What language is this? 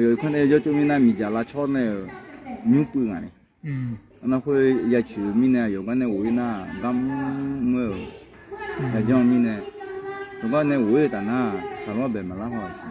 Akha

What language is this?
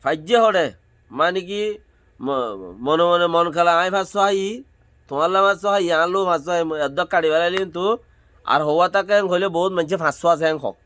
Rohingya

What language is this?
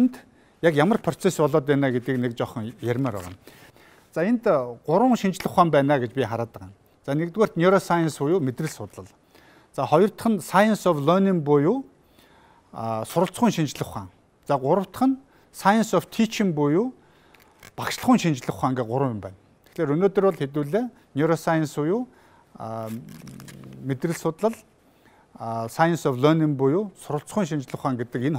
Mongolian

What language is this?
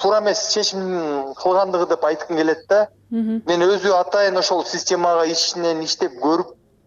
Kyrgyz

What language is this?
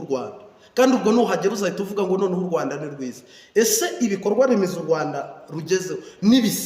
Kinyarwanda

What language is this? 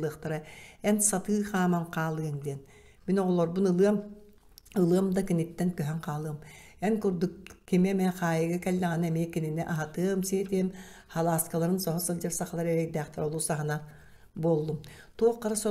Yakut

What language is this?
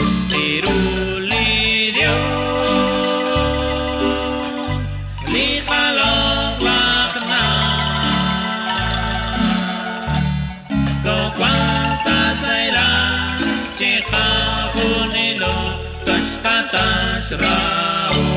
Kekchí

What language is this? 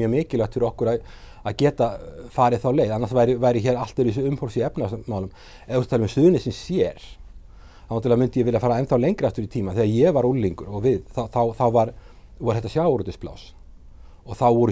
Icelandic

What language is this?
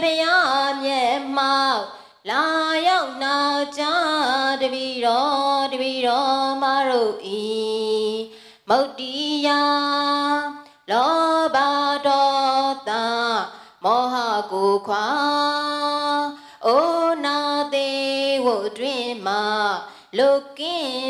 Burmese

